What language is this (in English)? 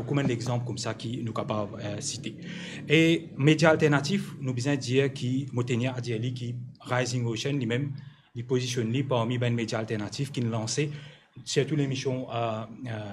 Morisyen